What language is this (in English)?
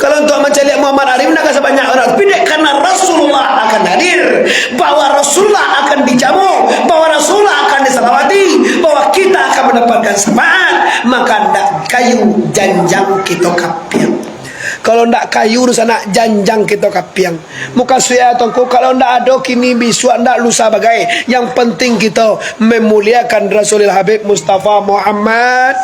Minangkabau